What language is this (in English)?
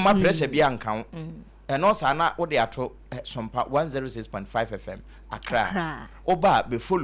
Akan